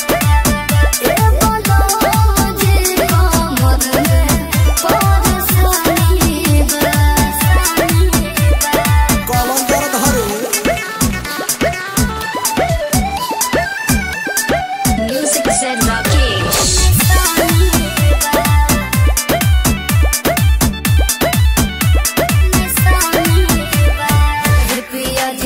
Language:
Bhojpuri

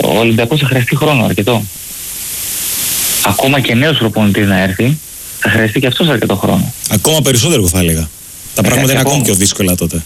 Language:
Greek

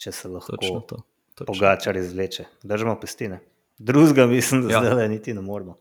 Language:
Slovenian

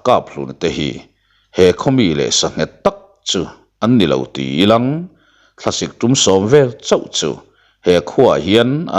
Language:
Mizo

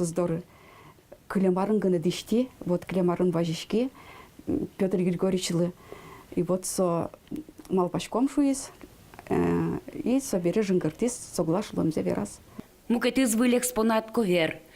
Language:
Udmurt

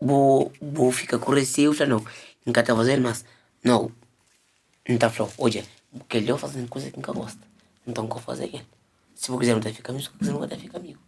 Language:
Kabuverdianu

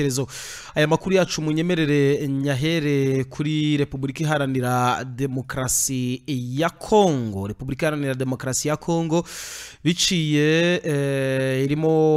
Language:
Kinyarwanda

